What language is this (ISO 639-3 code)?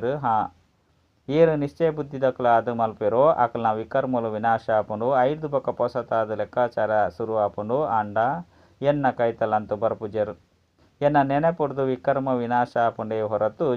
tcy